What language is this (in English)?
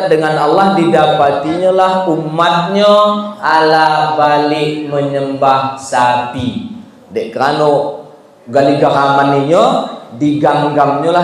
Minangkabau